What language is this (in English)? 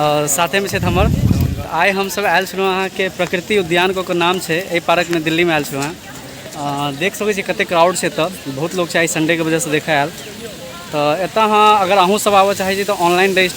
Maithili